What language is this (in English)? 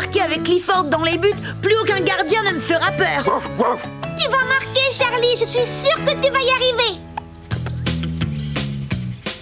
French